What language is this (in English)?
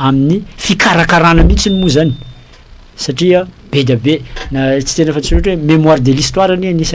Malagasy